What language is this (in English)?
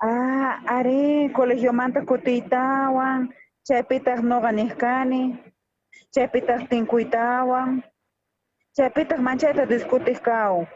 South Bolivian Quechua